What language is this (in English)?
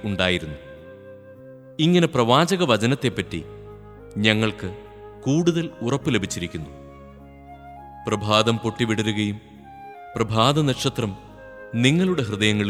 Malayalam